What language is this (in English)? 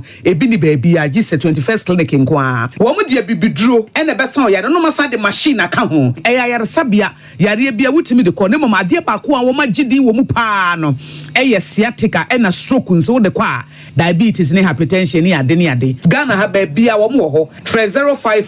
Akan